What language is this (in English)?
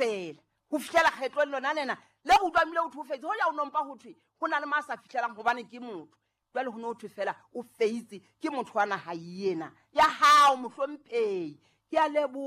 Southern Sotho